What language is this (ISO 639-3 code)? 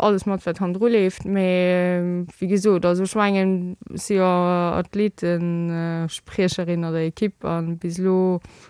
ltz